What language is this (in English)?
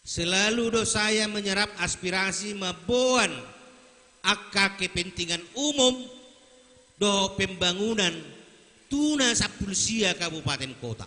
Batak Toba